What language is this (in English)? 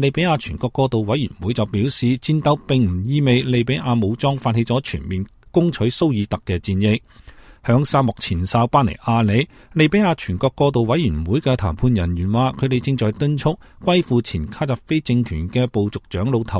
Cantonese